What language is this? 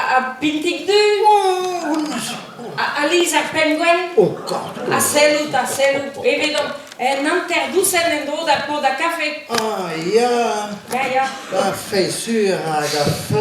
Breton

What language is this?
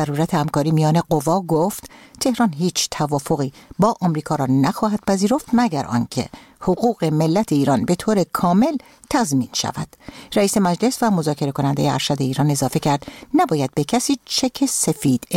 Persian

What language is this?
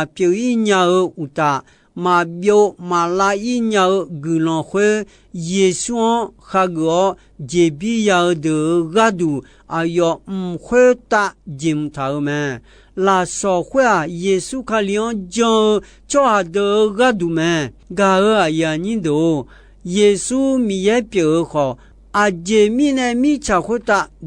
Akha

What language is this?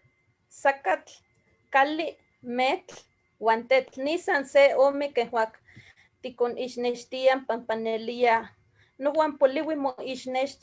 Eastern Huasteca Nahuatl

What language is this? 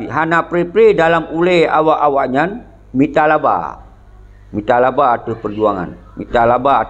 Achinese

